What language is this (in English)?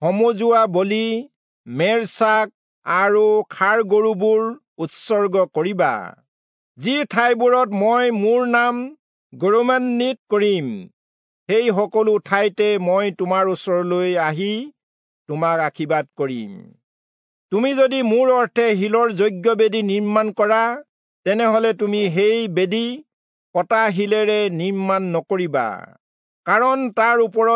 Assamese